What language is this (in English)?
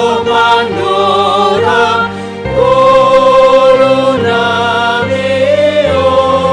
Batak Simalungun